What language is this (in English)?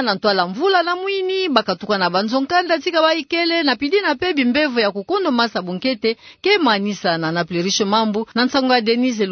Kituba (Democratic Republic of Congo)